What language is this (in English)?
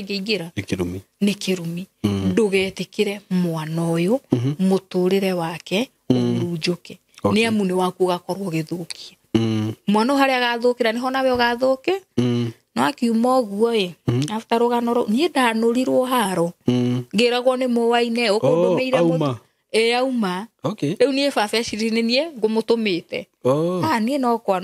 Kikuyu